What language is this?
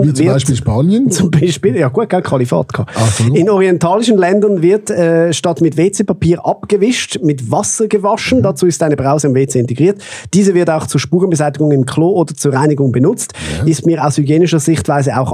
Swiss German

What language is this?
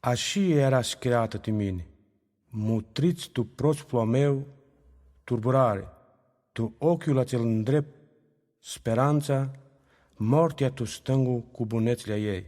Aromanian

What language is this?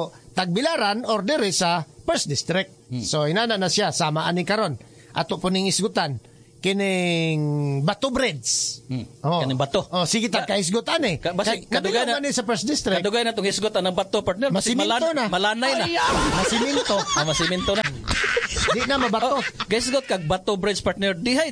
Cebuano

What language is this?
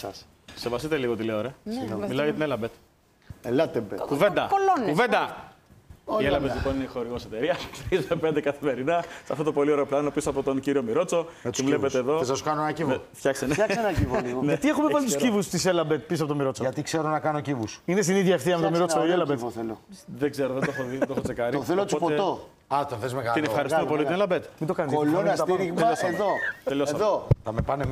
Greek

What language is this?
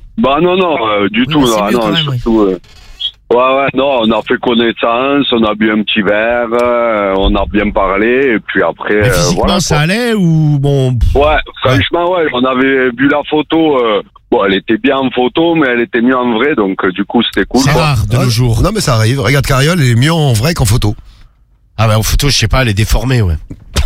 French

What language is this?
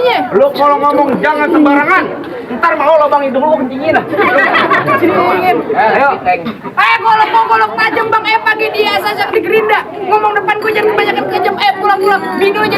Betawi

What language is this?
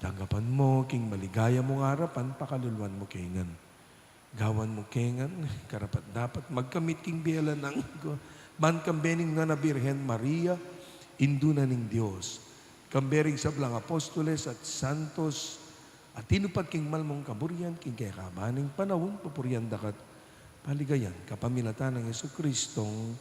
Pampanga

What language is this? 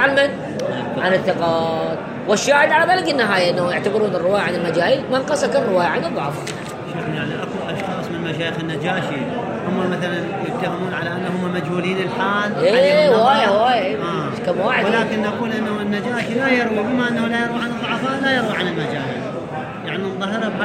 Arabic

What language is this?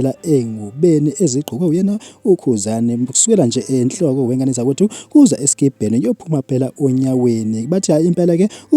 Zulu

